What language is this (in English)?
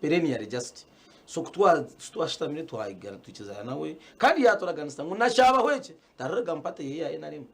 Nyankole